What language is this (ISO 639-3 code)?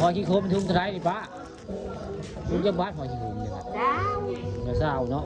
tts